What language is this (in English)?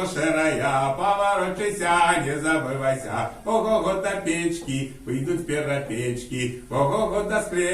Belarusian